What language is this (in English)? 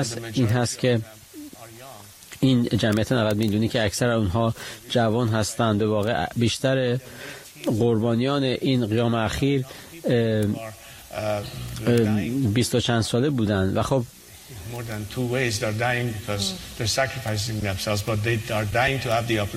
Persian